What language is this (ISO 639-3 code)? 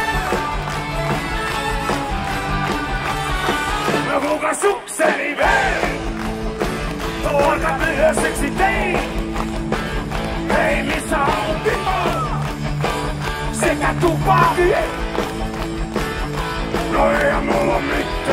fin